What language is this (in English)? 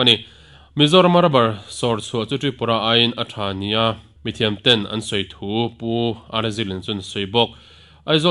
Mizo